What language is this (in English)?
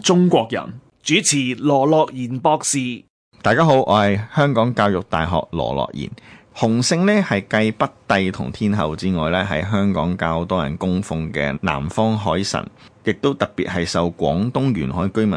Cantonese